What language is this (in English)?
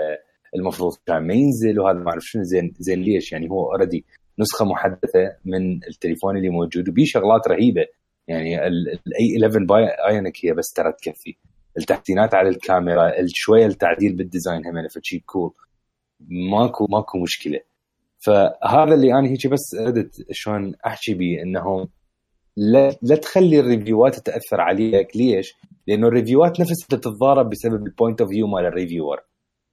Mesopotamian Arabic